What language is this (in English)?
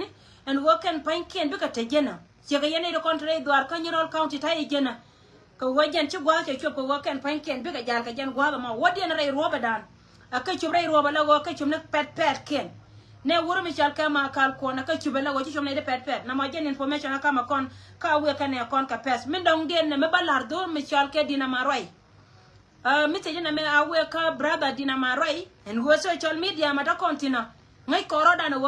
Nuer